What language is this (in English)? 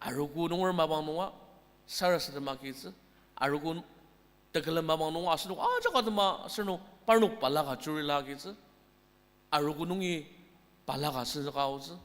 Ao Naga